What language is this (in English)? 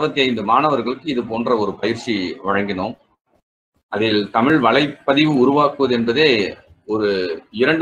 Tamil